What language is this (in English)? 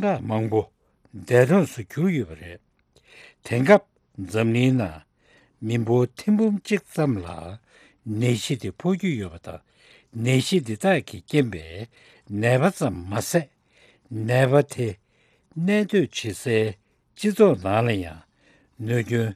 Tibetan